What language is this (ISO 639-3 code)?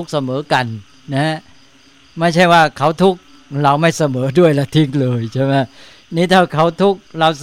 tha